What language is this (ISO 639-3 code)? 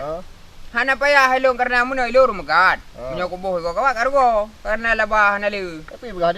ace